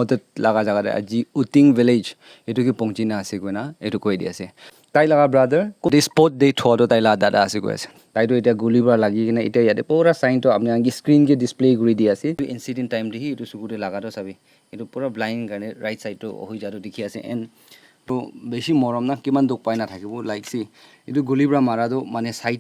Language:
Naga Pidgin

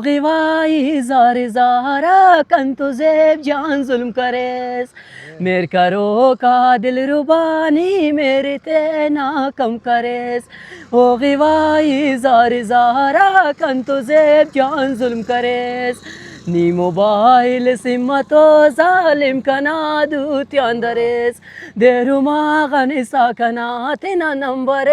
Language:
Brahui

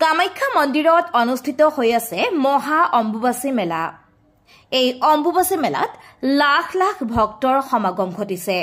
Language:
Assamese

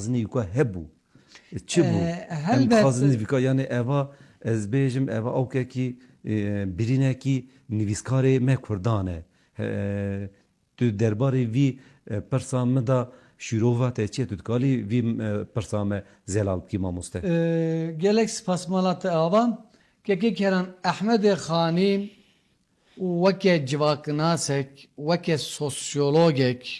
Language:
Kurdish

